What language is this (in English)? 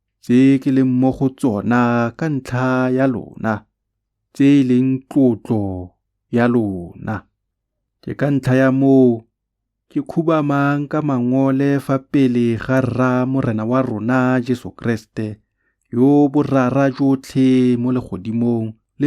Tswana